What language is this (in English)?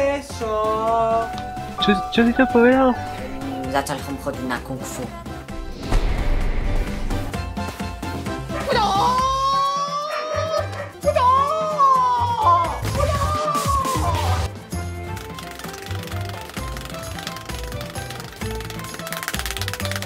Slovak